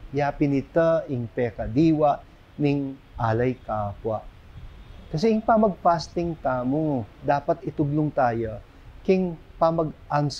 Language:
Pampanga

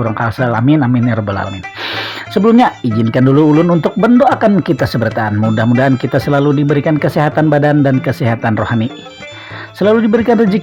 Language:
Banjar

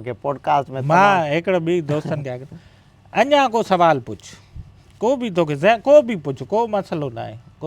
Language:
Sindhi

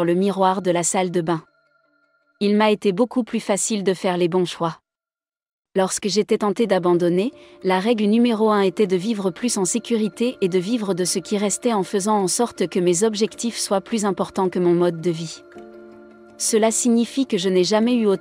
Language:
French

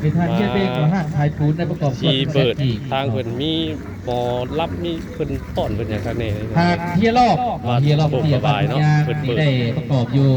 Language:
Lao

